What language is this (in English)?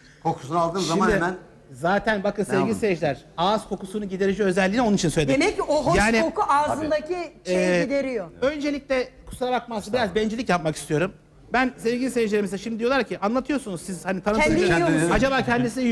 Turkish